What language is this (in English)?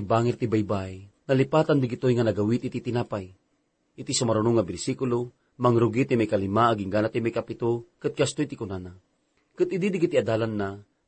Iloko